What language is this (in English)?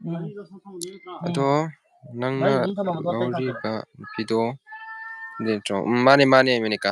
Manipuri